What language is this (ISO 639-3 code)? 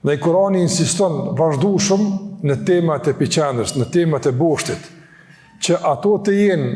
sqi